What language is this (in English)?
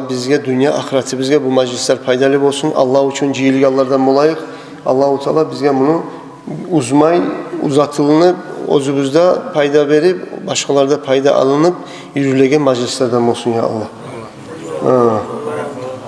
Kumyk